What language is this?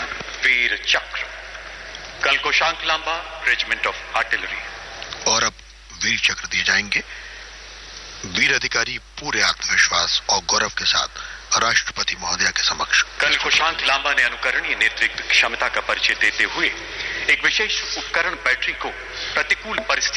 Hindi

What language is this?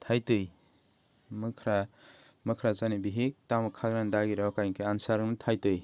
Kok Borok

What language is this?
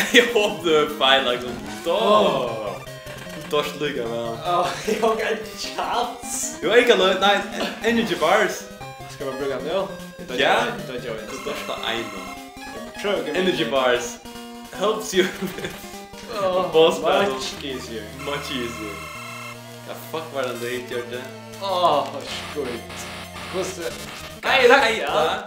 Faroese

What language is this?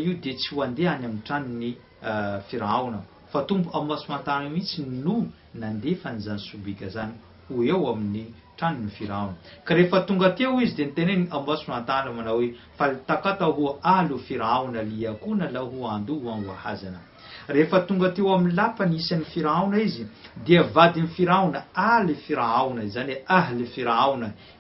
Malagasy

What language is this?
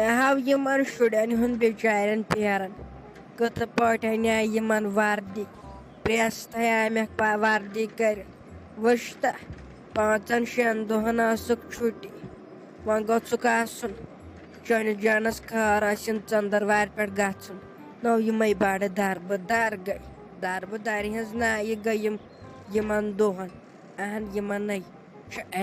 Kashmiri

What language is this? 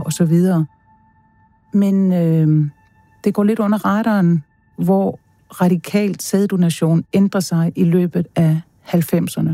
Danish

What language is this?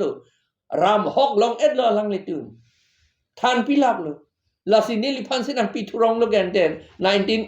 Karbi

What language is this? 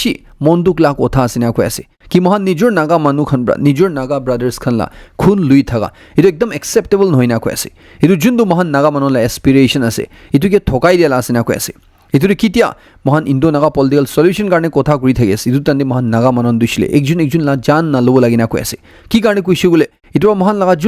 Naga Pidgin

